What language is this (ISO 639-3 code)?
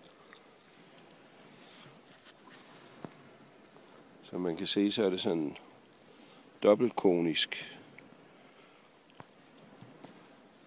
dan